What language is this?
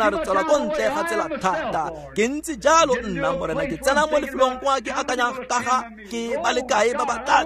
Tswana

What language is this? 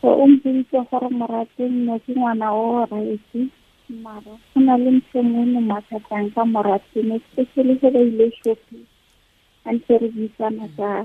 Tswana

